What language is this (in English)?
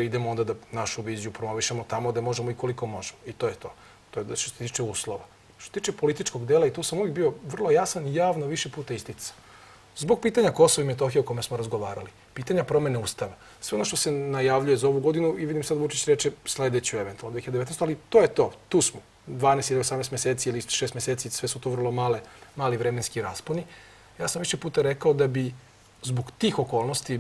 Serbian